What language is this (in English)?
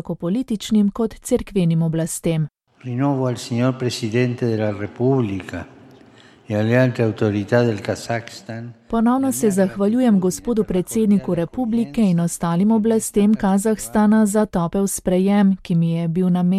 Slovenian